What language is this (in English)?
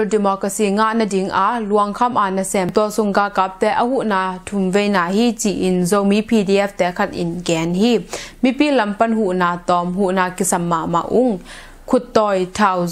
Tedim Chin